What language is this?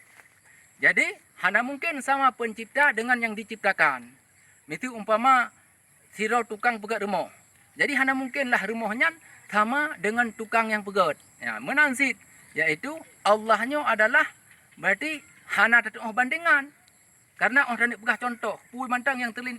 Achinese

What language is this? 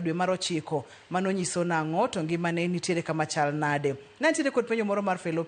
Luo (Kenya and Tanzania)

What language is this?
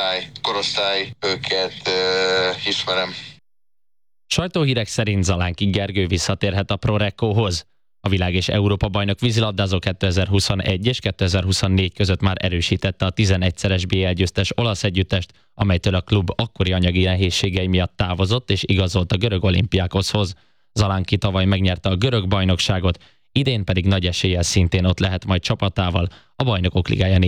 Hungarian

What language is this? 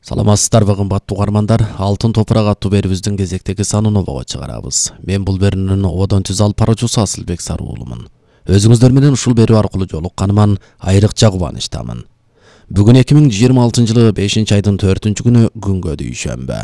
Kyrgyz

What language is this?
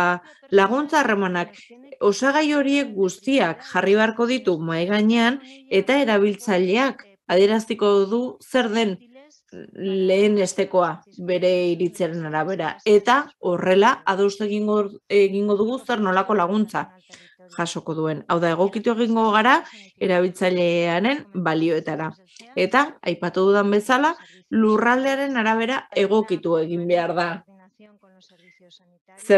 Basque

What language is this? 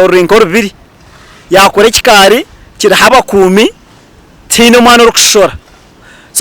Nyankole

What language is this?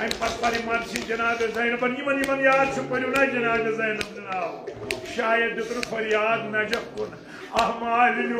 Kashmiri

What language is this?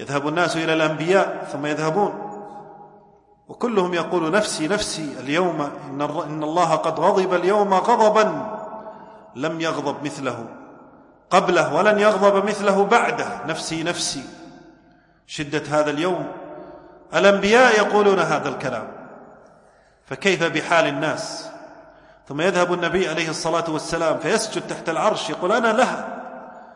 Arabic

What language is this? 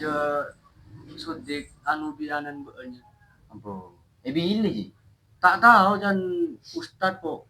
Madurese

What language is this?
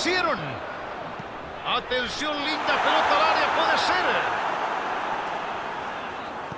Spanish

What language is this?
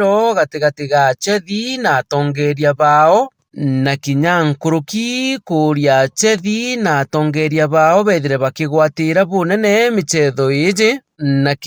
Meru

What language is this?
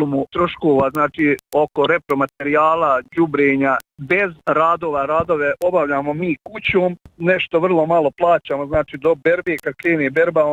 Bosnian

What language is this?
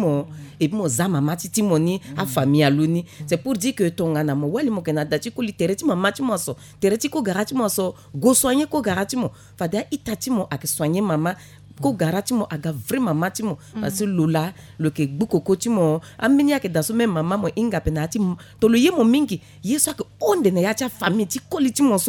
Sango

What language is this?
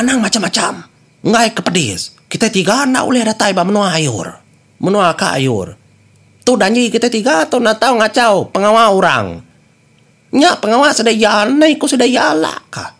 Iban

